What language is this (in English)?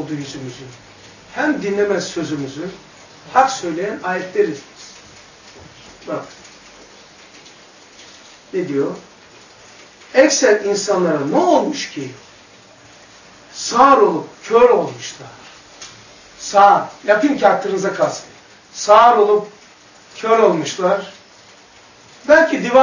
Turkish